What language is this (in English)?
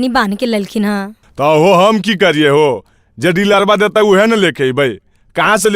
Magahi